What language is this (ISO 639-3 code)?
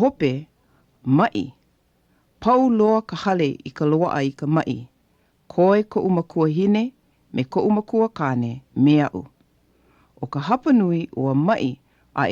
haw